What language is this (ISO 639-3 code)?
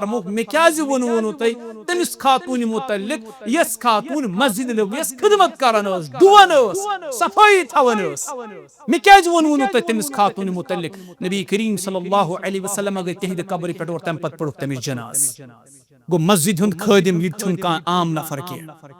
kas